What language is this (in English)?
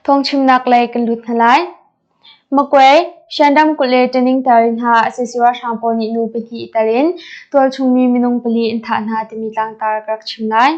Hakha Chin